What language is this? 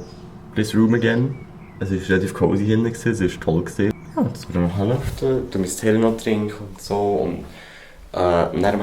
Swiss German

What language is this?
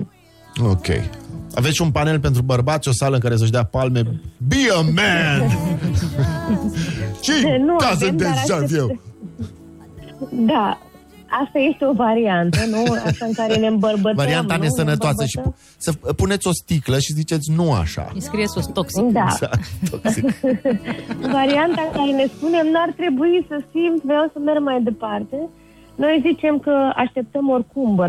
Romanian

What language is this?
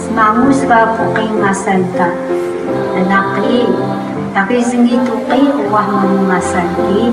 Atayal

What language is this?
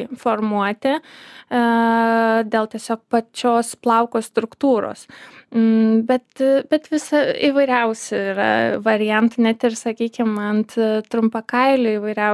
Lithuanian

